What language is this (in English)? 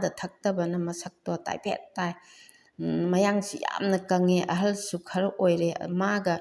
Manipuri